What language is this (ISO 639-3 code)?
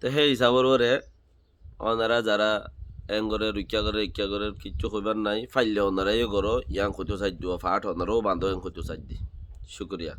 rhg